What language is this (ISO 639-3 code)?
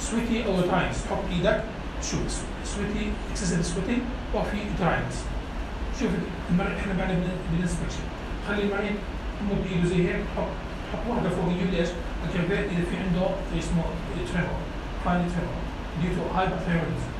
apc